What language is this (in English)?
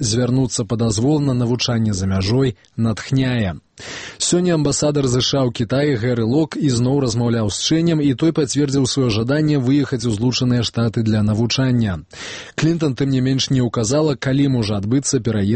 Belarusian